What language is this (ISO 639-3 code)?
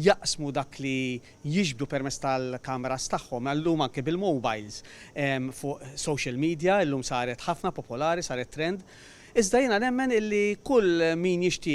mlt